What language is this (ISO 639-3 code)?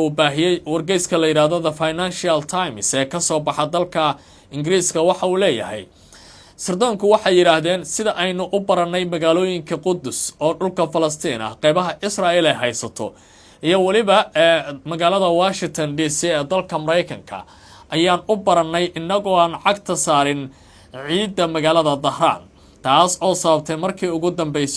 som